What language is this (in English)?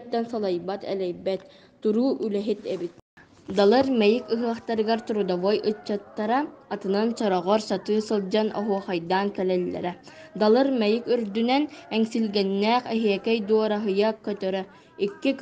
Yakut